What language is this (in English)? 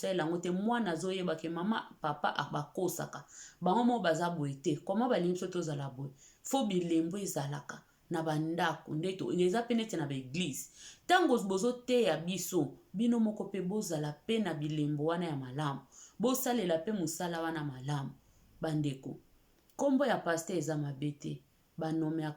Lingala